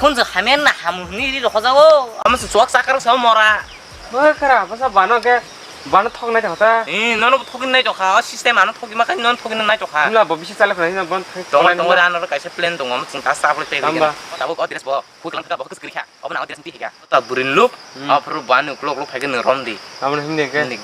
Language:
Kok Borok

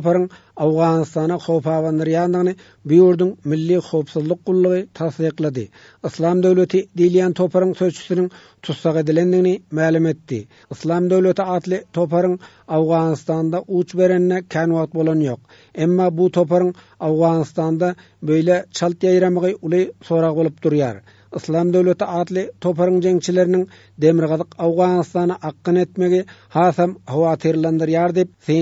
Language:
Turkmen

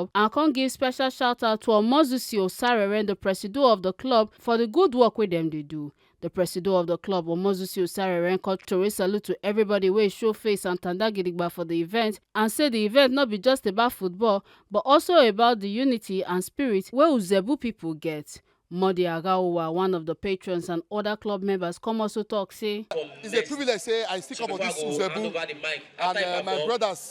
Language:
Nigerian Pidgin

